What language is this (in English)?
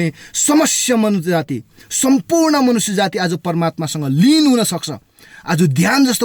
Nepali